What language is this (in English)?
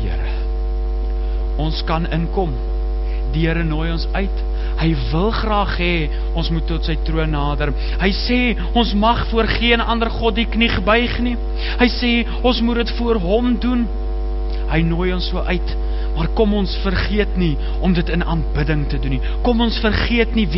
Afrikaans